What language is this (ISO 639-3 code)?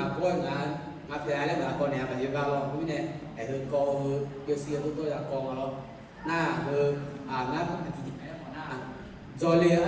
ahk